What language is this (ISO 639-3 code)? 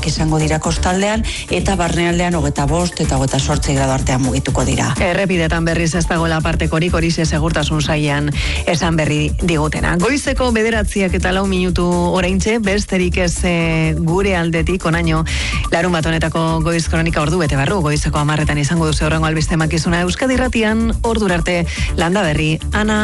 eus